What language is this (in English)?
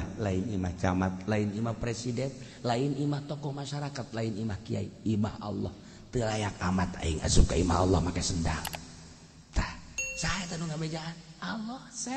Sundanese